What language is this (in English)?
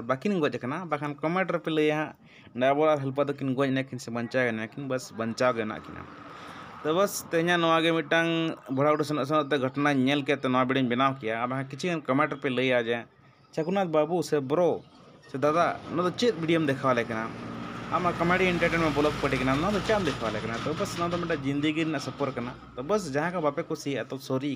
Santali